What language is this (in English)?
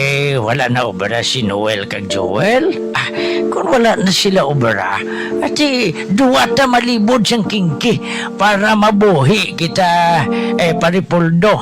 Hiligaynon